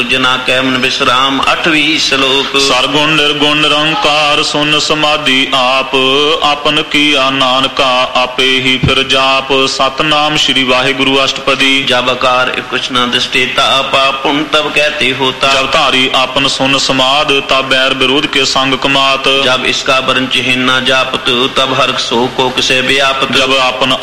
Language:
Punjabi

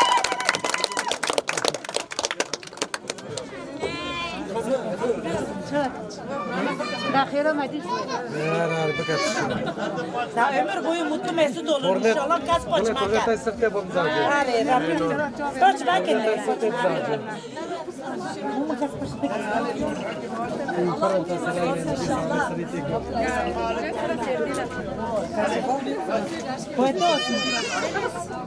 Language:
Turkish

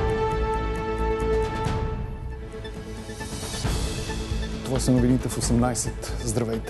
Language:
Bulgarian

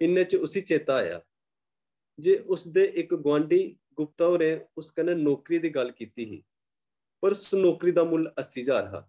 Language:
Dogri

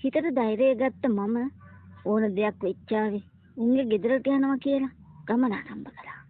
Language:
Sinhala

